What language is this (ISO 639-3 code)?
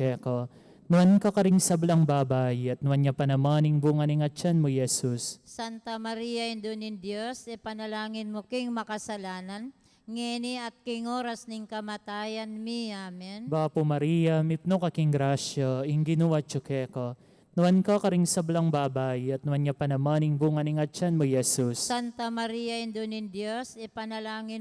pam